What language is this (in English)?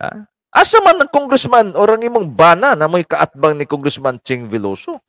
Cebuano